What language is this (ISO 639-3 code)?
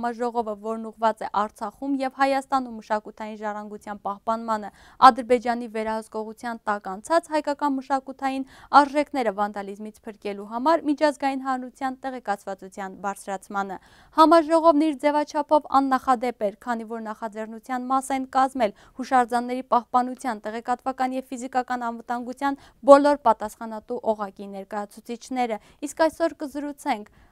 hye